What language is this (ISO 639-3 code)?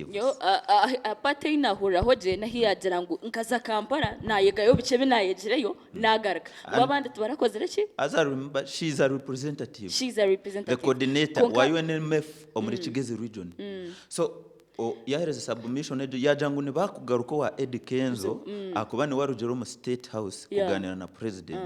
nyn